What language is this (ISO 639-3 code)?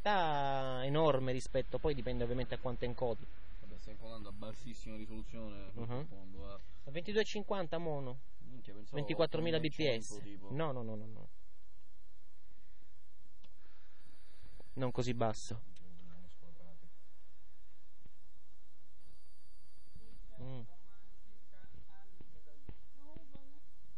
ita